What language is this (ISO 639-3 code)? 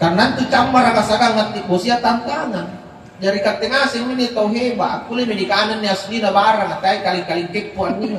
mak